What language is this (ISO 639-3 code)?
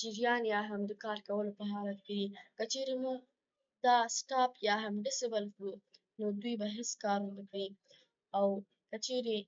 pus